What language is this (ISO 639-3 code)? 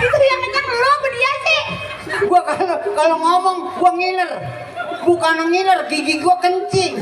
bew